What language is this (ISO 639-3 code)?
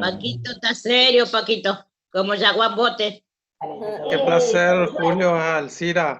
grn